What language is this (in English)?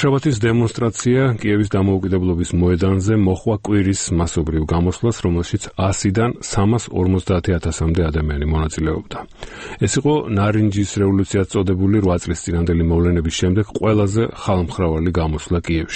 Georgian